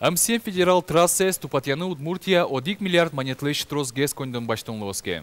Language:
Udmurt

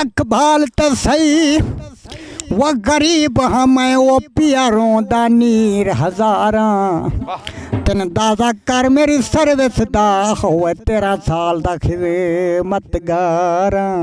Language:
Saraiki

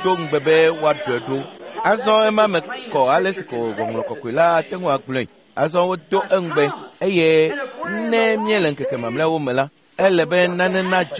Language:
Ewe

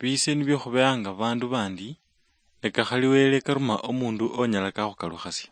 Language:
Luyia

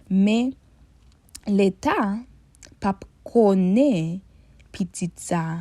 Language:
Haitian Creole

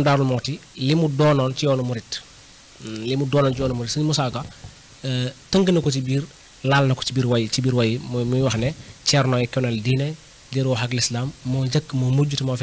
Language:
Wolof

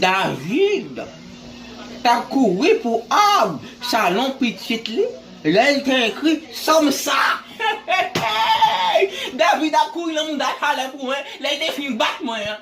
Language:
Haitian Creole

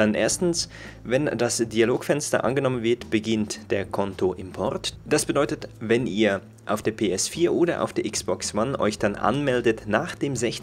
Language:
German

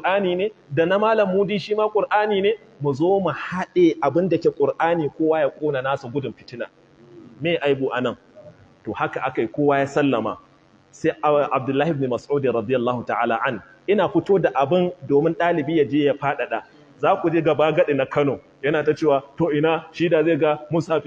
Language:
Hausa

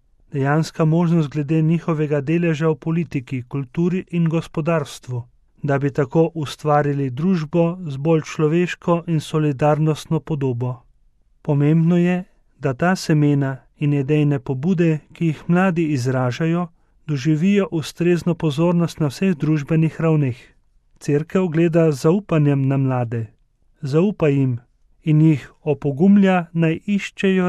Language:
Slovenian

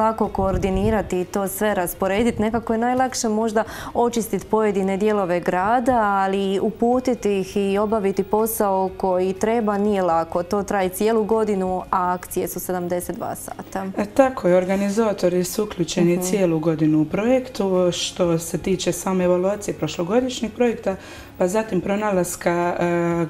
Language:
Croatian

